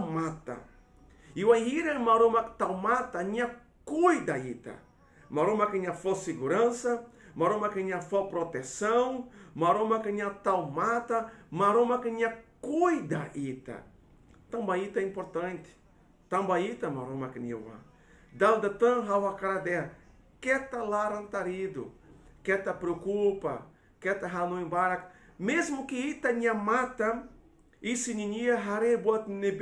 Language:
Tetum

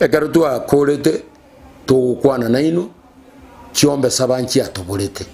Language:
Gusii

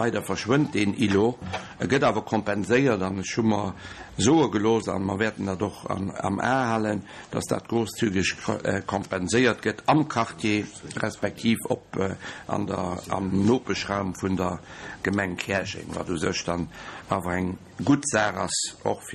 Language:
Luxembourgish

